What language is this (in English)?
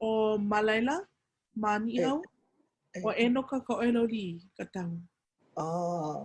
Hawaiian